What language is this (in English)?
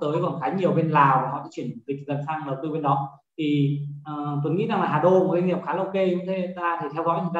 Vietnamese